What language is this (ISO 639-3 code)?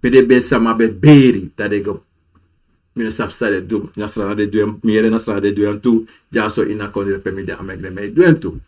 srn